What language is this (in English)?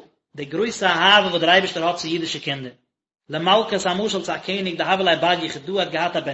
Yiddish